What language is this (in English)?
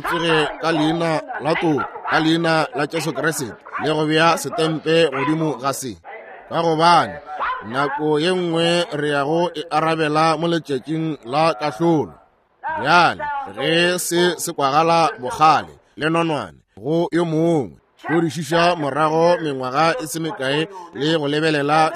Northern Sotho